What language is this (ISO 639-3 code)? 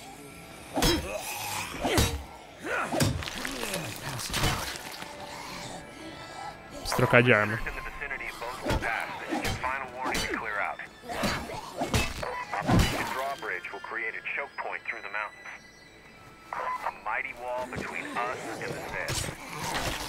por